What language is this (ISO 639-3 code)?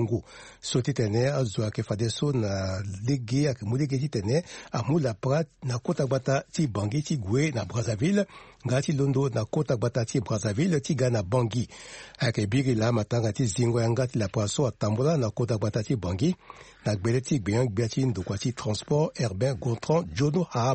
sag